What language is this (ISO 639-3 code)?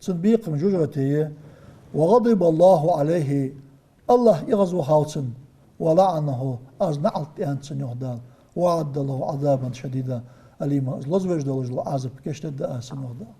inh